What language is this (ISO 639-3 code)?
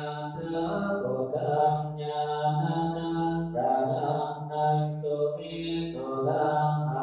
pli